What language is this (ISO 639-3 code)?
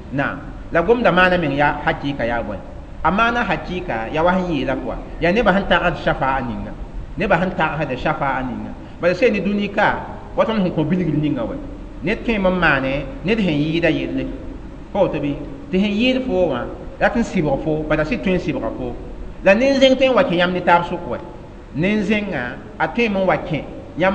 mos